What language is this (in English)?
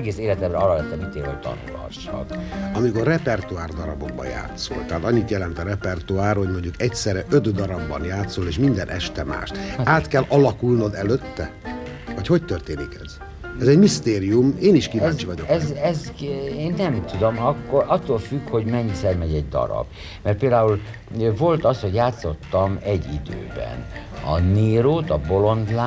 Hungarian